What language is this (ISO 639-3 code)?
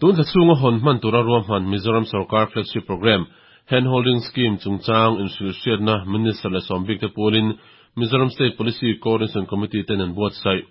lus